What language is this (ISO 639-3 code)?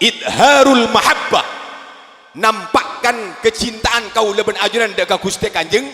mad